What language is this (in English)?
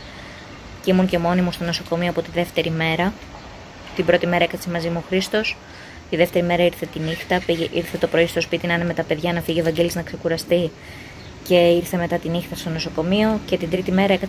Greek